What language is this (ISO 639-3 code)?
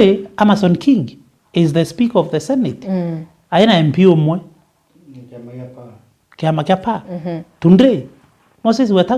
mer